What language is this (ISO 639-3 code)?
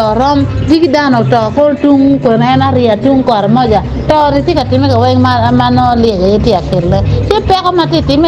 ach